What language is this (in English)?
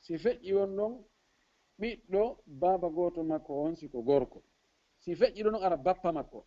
Fula